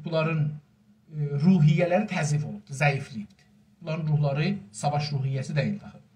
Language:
South Azerbaijani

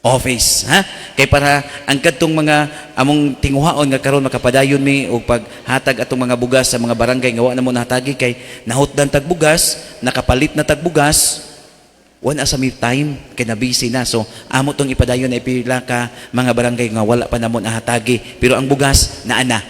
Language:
Cebuano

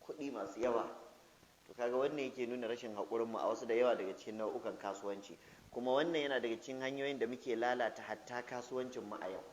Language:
Hausa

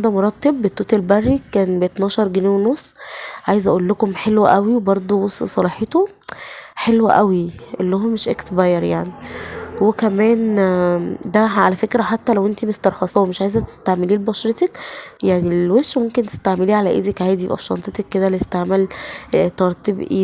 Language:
Egyptian Arabic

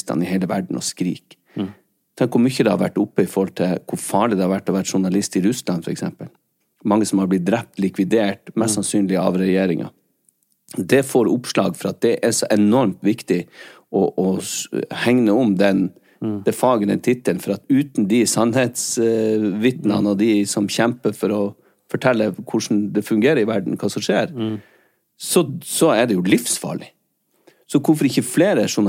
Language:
Norwegian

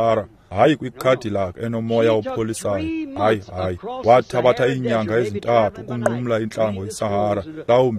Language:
Xhosa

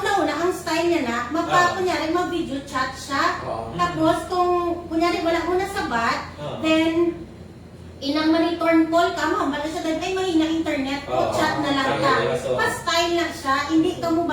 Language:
Hiligaynon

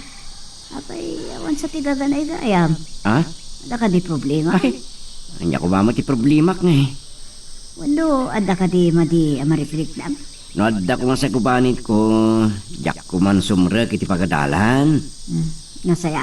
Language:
Iloko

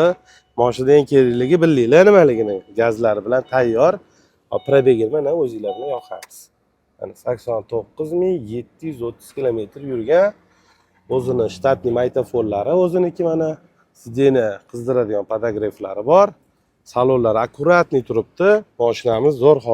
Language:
Uzbek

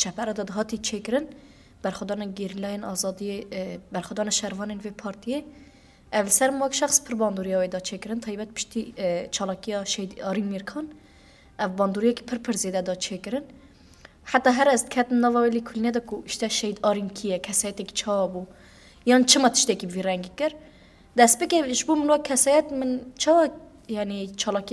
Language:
Kurdish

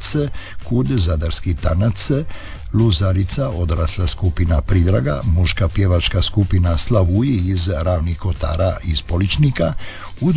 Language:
Croatian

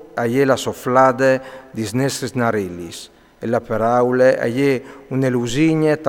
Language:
Friulian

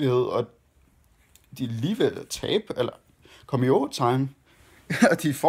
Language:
Danish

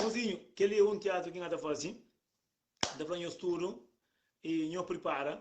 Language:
Kabuverdianu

